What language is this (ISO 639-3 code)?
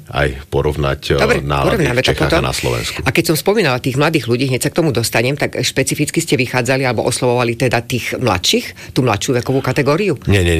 slk